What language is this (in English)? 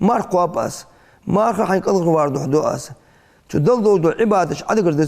Ingush